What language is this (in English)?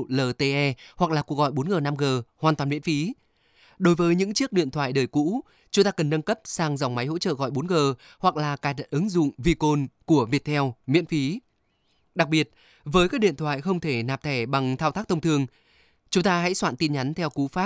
Vietnamese